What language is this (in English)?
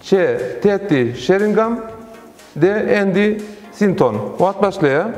Turkmen